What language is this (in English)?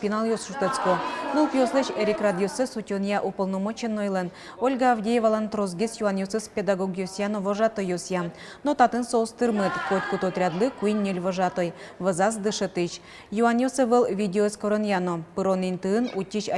Udmurt